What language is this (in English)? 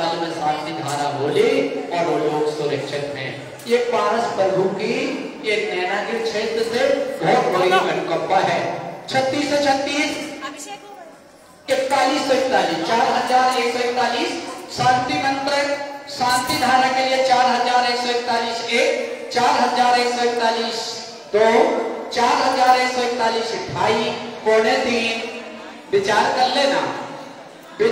Hindi